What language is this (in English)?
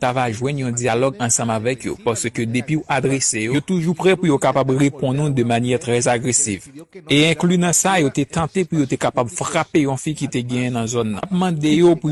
Haitian Creole